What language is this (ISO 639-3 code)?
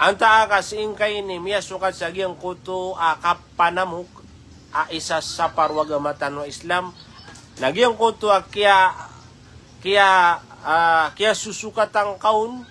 mrw